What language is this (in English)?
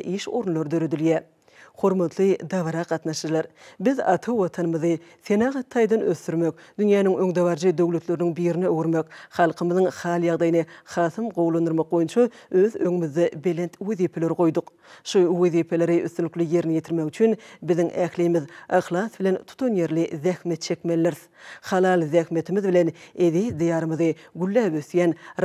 Turkmen